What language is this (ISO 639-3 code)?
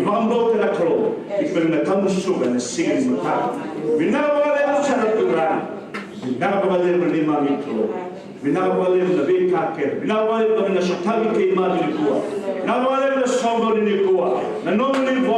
fij